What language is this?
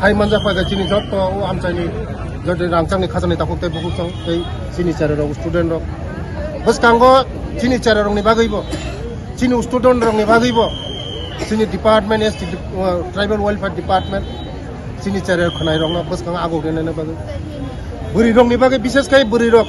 Kok Borok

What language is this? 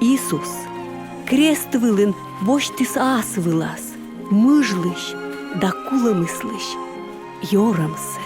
Komi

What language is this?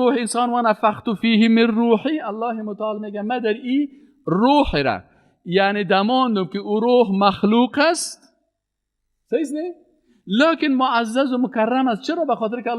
Persian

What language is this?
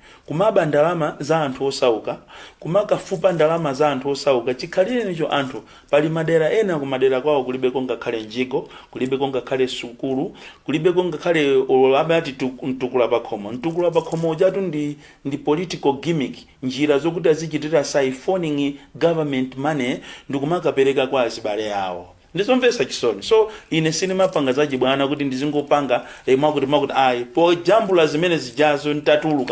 Nyanja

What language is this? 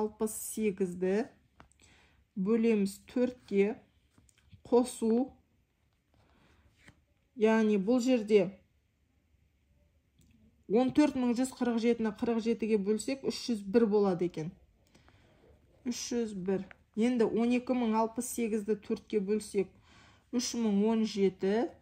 Kazakh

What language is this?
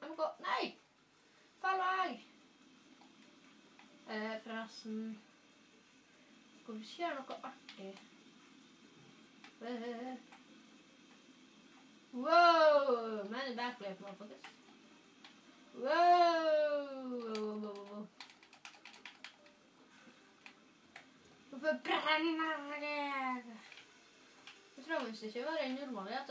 Norwegian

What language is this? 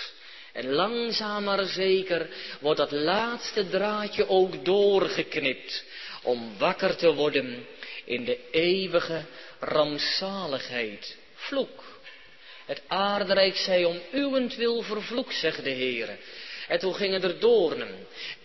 Dutch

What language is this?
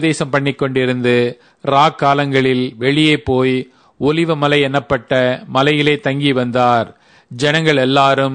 Tamil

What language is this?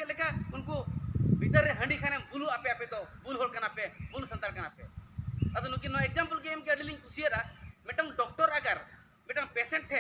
Santali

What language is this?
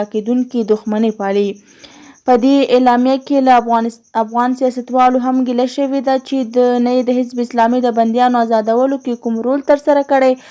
Pashto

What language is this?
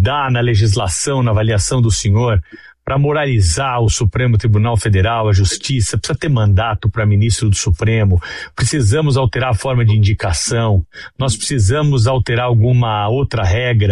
Portuguese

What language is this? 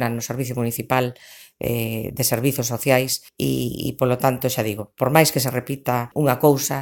Galician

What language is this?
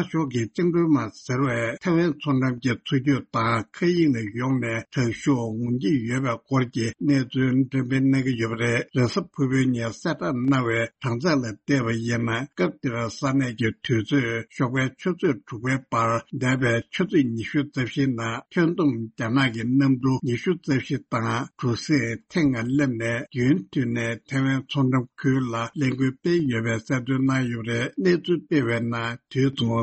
Tibetan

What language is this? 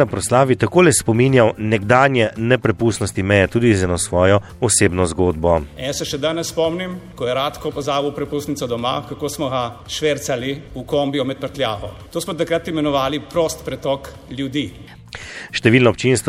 Slovenian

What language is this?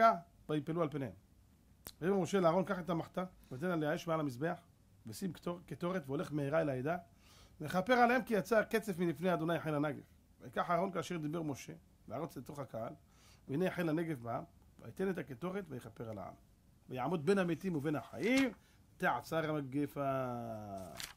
Hebrew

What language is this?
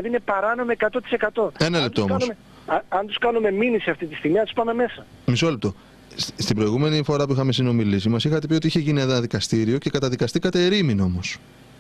Greek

